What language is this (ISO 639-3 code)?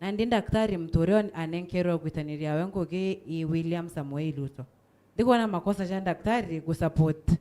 mer